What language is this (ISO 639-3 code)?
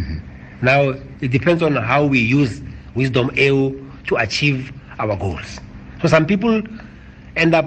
tsn